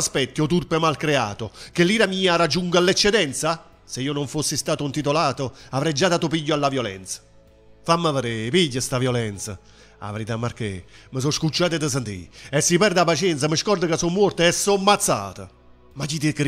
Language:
Neapolitan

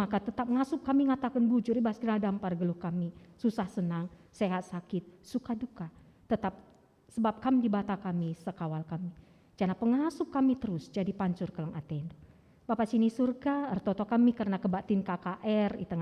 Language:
Batak Karo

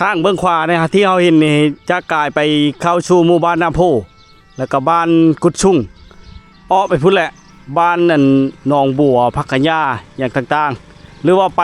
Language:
Lao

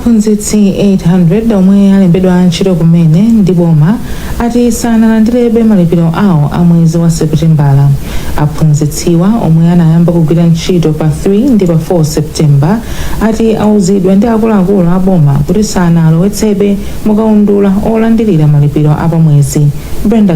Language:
Nyanja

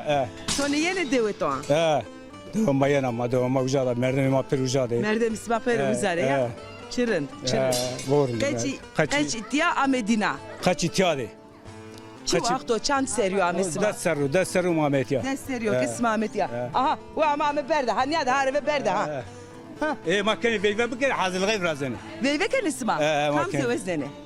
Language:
Zaza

